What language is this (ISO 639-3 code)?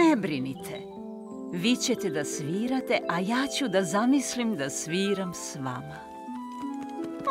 srp